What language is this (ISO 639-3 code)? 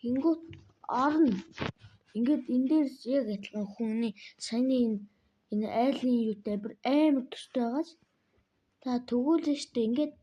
mon